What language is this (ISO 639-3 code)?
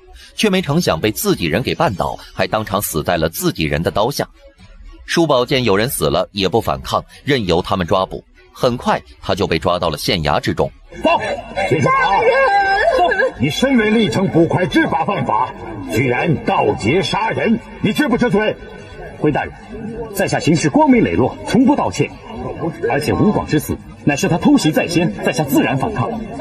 zho